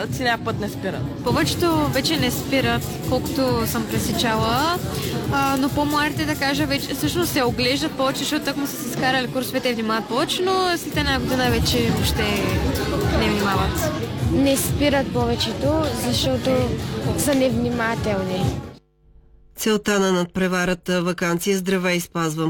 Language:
Bulgarian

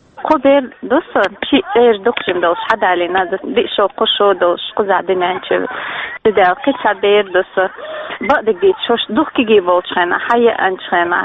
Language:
Chechen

